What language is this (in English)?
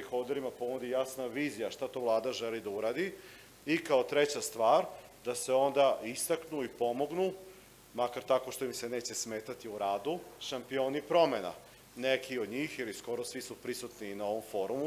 Serbian